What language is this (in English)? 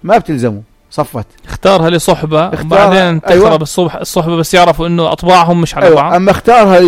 North Levantine Arabic